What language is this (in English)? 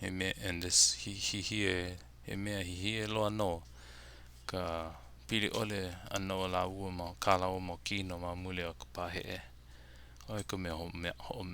Hawaiian